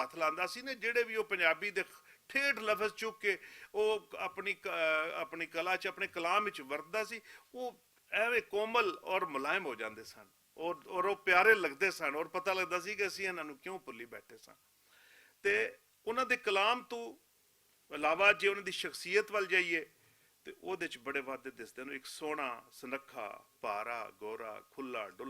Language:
Western Panjabi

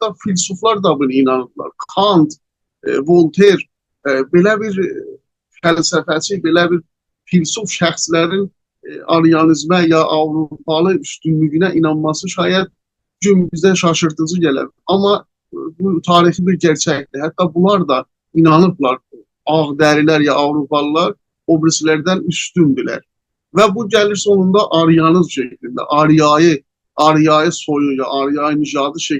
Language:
South Azerbaijani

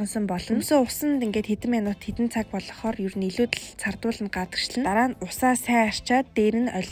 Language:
Mongolian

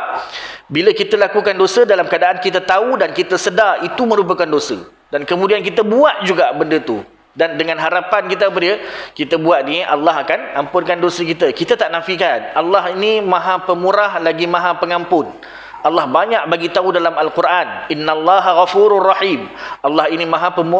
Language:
Malay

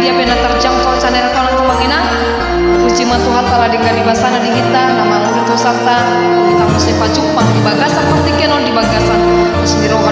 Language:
Batak Toba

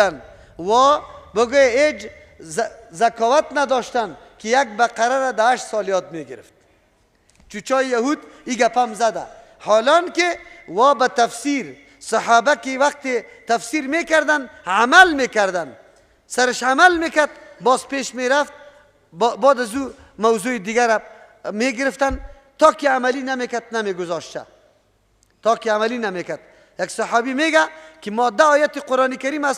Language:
Persian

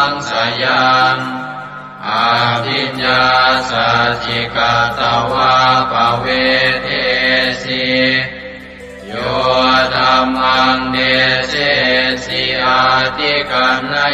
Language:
Pali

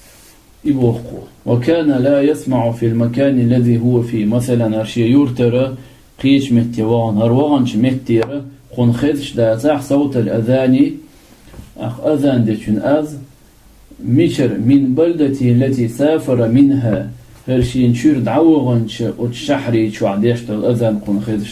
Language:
Chechen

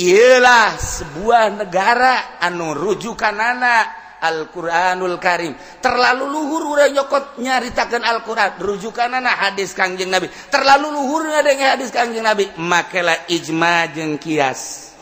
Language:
Sundanese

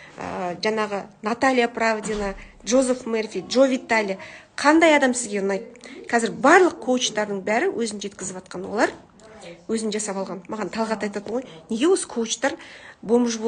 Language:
Kazakh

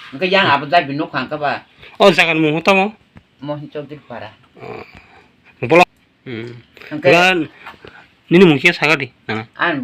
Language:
Kok Borok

